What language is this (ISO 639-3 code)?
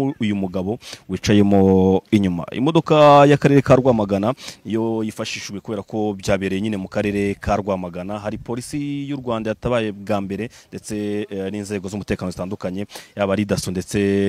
kin